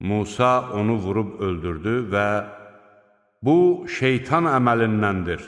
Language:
Azerbaijani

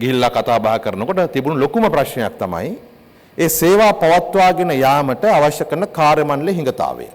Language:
Sinhala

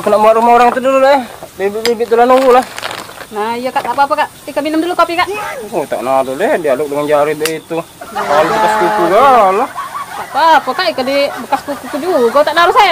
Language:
Musi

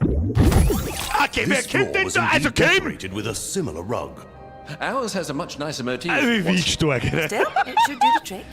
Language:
Bavarian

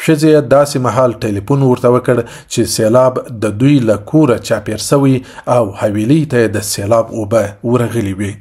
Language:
Pashto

